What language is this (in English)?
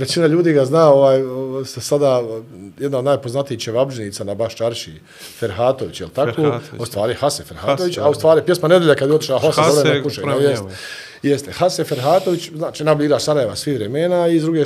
Bosnian